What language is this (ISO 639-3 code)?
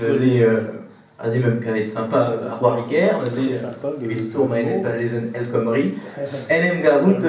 bre